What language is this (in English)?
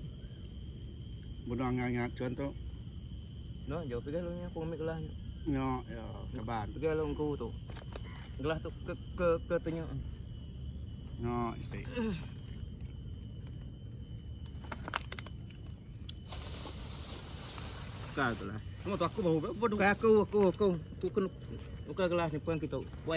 Malay